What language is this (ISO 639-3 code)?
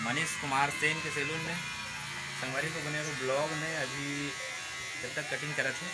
hne